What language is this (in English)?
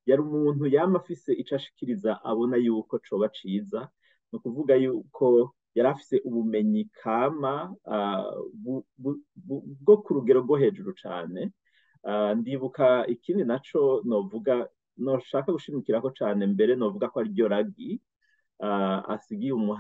Rundi